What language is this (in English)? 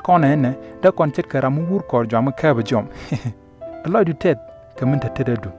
Nuer